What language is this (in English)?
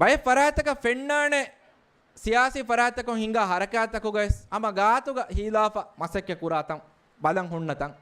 Divehi